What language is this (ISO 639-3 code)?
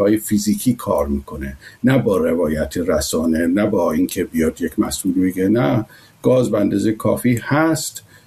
fas